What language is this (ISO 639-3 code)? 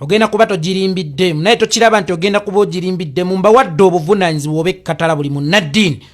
lug